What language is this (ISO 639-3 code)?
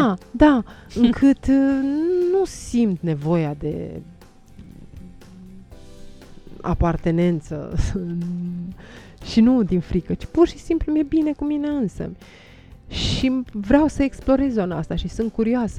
ron